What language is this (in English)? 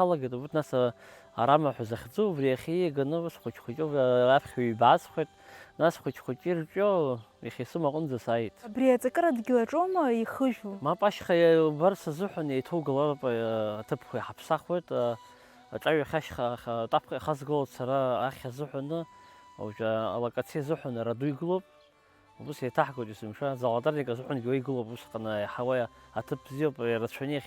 Abkhazian